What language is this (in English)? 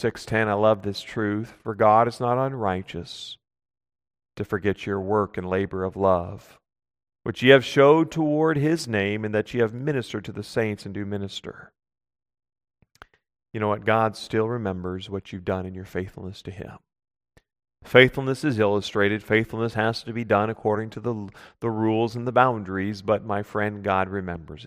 English